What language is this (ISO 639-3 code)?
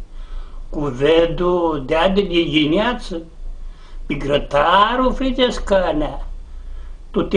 rup